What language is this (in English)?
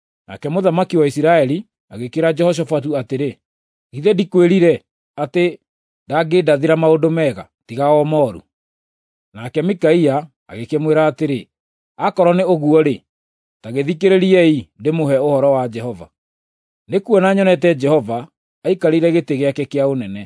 Kikuyu